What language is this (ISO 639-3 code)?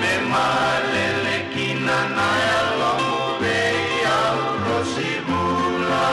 fij